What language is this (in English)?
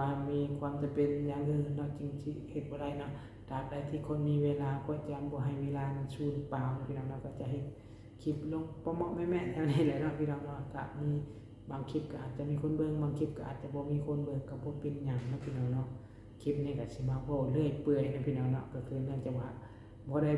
Lao